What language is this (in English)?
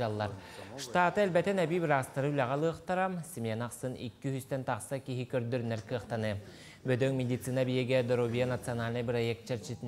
Yakut